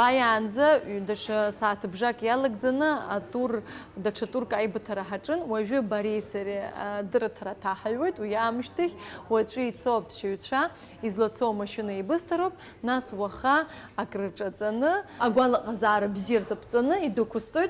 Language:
Abkhazian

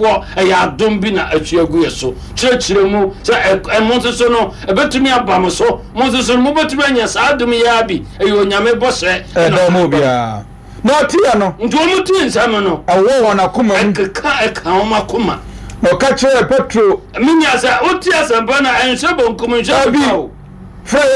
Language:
Akan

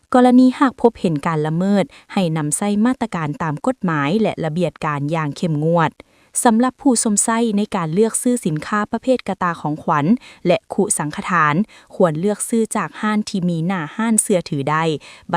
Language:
Lao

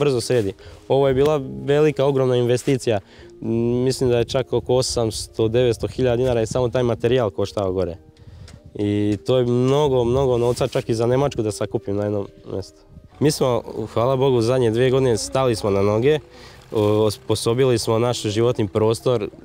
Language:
Serbian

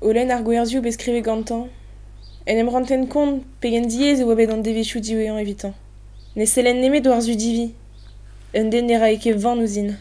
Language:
Breton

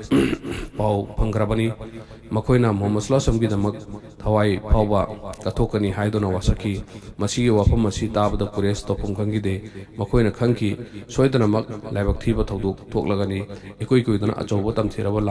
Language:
Manipuri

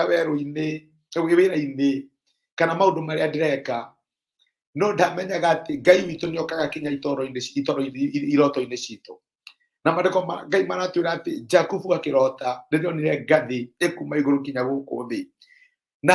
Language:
Kikuyu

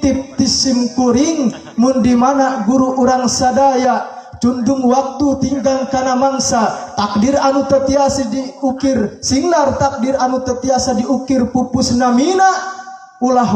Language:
Sundanese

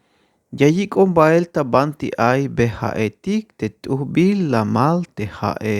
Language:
Tzeltal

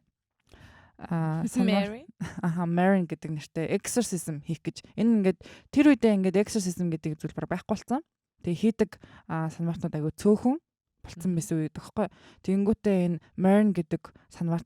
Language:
Mongolian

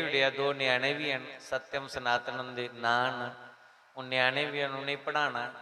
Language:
Dogri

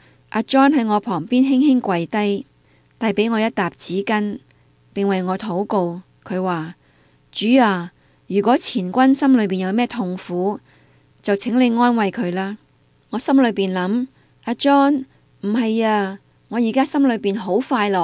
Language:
Cantonese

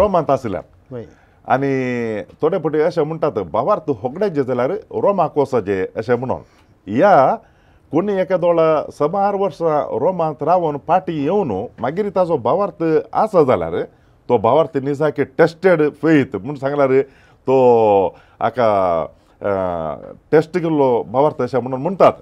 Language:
Konkani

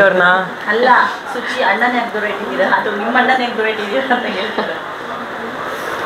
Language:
Kannada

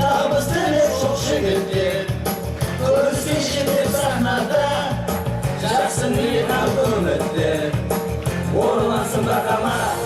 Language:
Kara-Kalpak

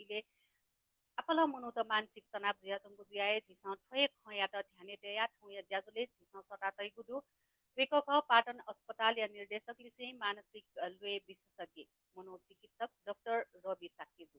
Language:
Newari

